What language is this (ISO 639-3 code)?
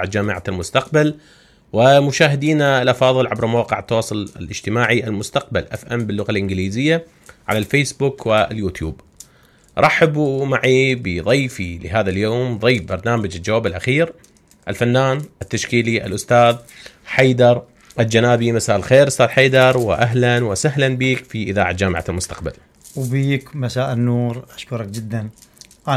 acm